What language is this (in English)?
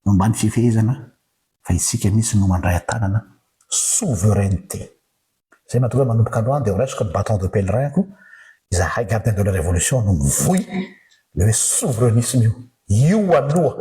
Malagasy